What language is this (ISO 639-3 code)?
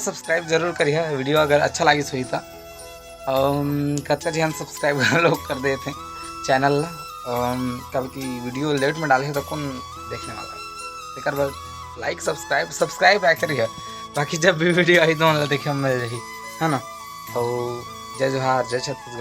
hne